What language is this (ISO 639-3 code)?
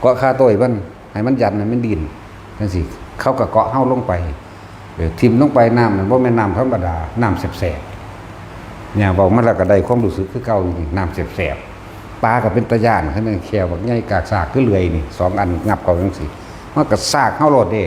tts